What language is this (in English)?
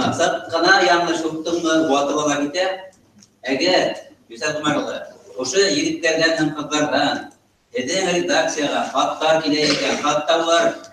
Bashkir